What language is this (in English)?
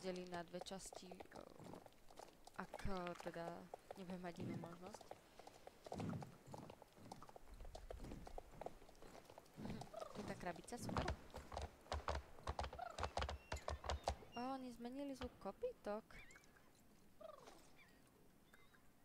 Slovak